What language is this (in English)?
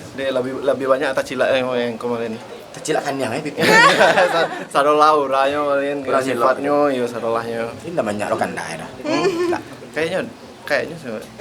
Minangkabau